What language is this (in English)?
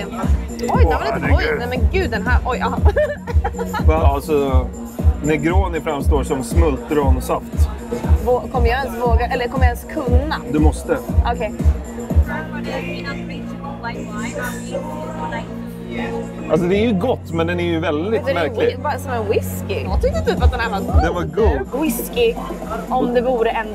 Swedish